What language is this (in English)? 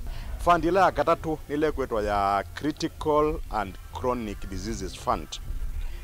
Kamba